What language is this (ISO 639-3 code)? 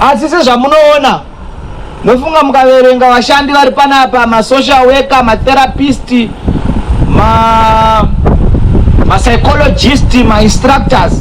sna